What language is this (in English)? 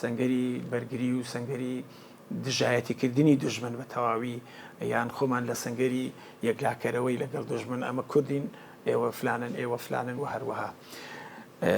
Central Kurdish